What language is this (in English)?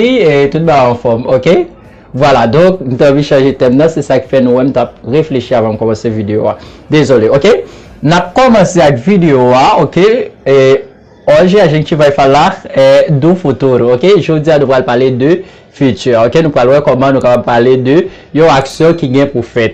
Haitian Creole